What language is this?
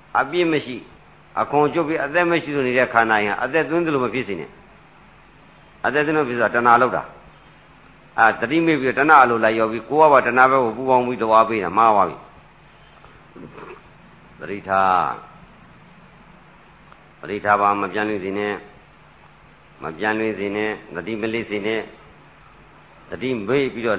Burmese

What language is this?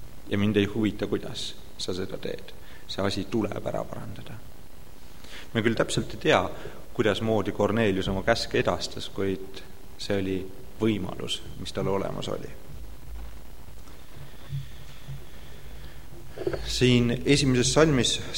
Estonian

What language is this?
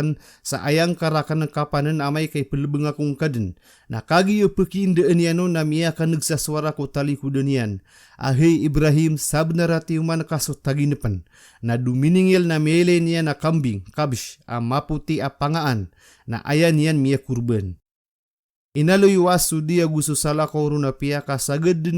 Maranao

